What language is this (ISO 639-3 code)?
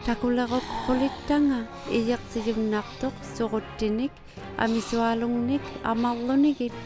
iku